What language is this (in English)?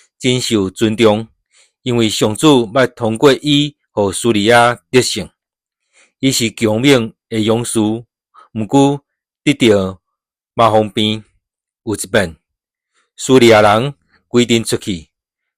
Min Nan Chinese